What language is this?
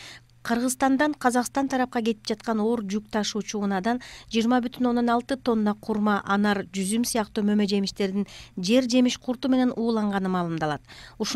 Kyrgyz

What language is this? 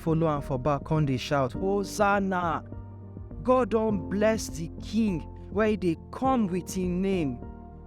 Nigerian Pidgin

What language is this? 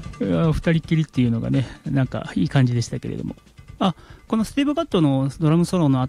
Japanese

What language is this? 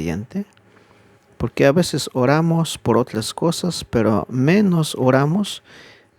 Tzeltal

